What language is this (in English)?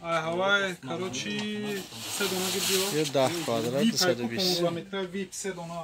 Tajik